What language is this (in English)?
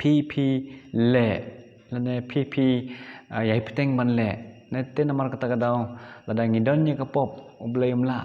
Khasi